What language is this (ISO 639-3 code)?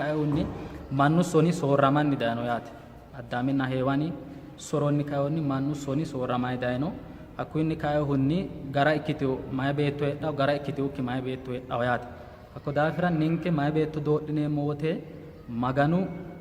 sid